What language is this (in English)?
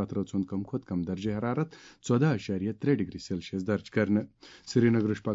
Kashmiri